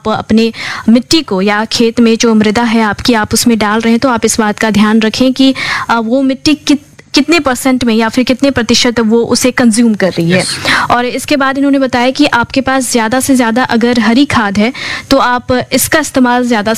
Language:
Hindi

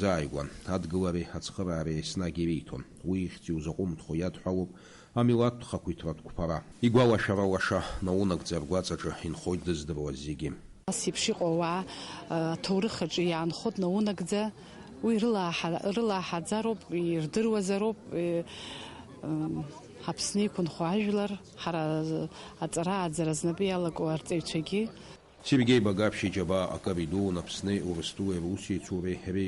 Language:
Abkhazian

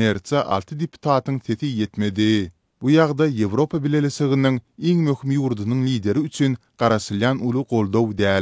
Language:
Turkmen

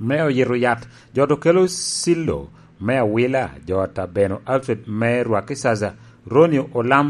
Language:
Lango (Uganda)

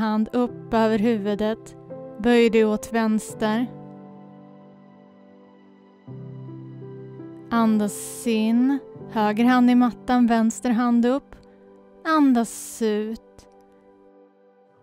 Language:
Swedish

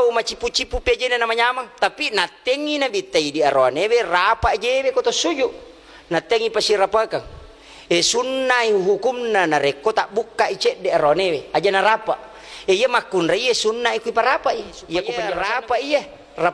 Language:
Buginese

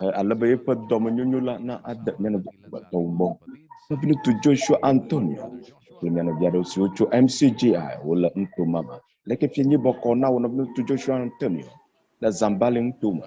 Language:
Ewe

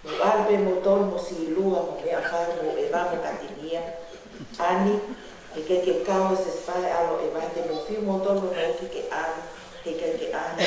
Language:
Tongan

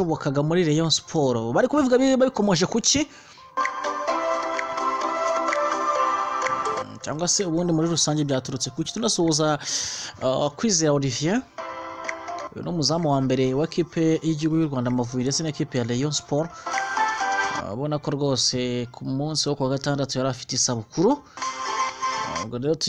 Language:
Kinyarwanda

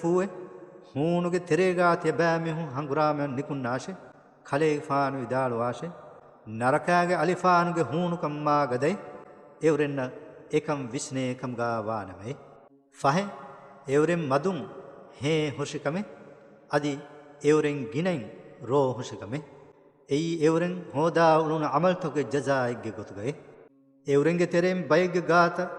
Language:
Divehi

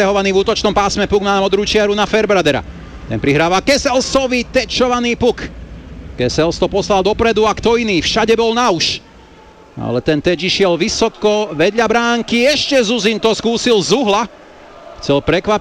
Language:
Slovak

